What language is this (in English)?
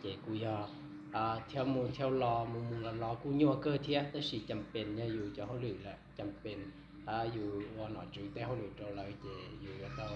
Hmong